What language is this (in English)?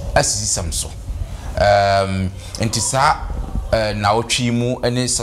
Akan